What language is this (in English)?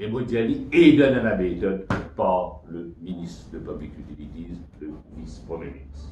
Morisyen